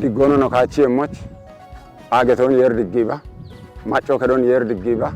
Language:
Kafa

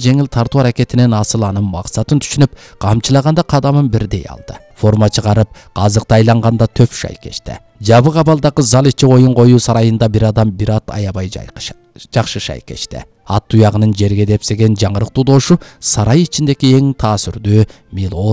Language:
Kyrgyz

